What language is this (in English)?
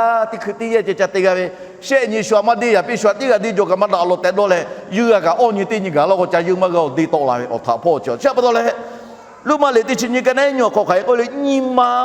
Lahu